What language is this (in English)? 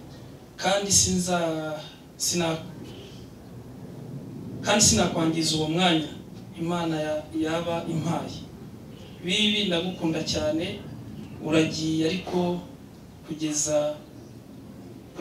Kinyarwanda